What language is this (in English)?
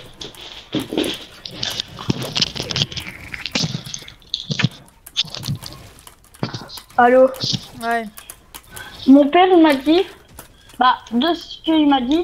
French